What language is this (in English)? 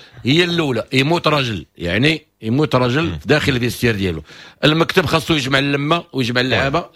Moroccan Arabic